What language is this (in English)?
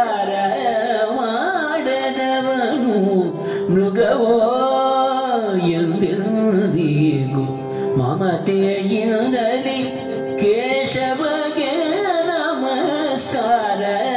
Kannada